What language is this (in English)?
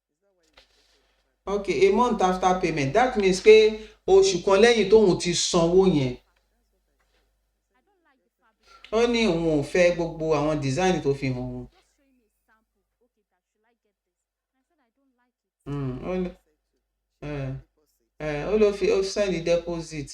Yoruba